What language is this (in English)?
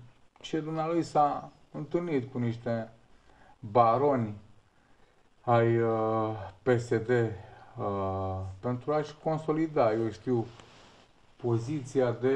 Romanian